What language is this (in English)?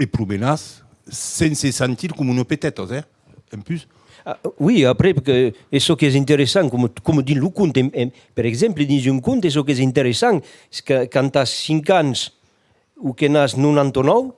Occitan